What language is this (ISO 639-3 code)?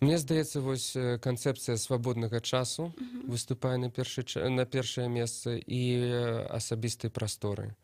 bel